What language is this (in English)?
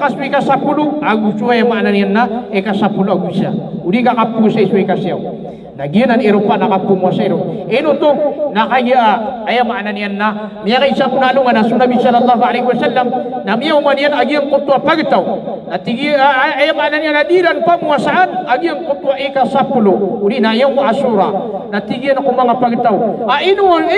Maranao